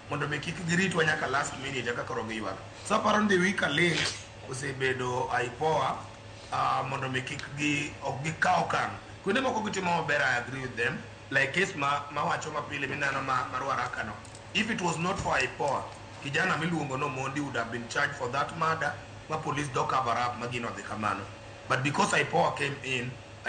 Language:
Luo (Kenya and Tanzania)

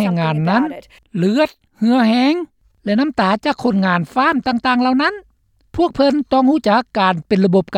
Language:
Lao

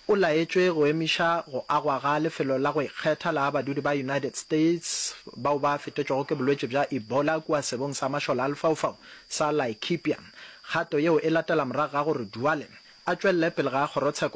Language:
Northern Sotho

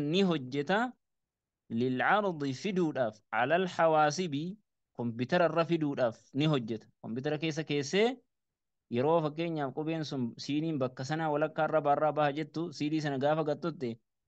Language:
Oromo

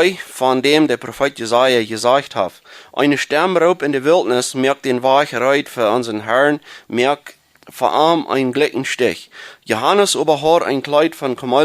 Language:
Plautdietsch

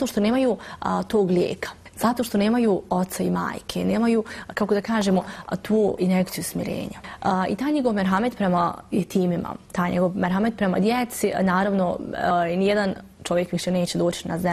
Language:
Bosnian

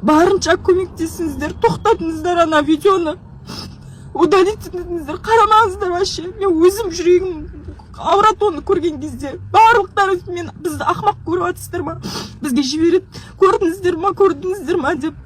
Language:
Kazakh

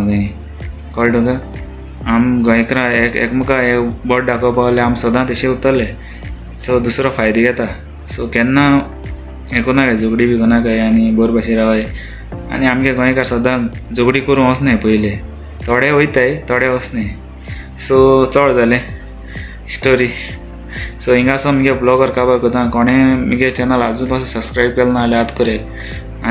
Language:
Konkani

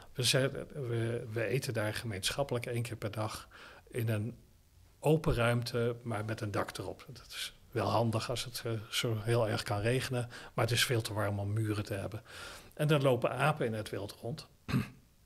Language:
Dutch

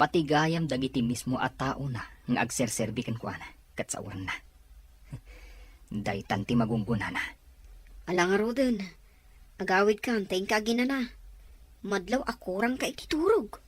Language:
Iloko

